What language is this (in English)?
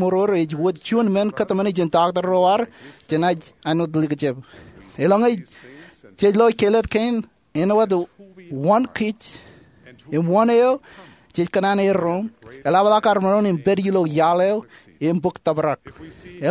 Marshallese